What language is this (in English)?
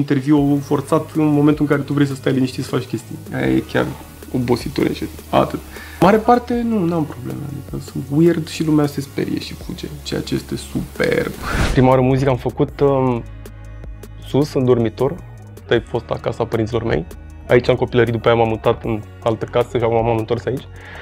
Romanian